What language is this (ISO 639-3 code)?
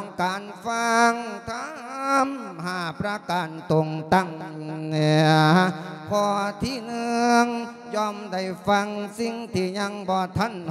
lao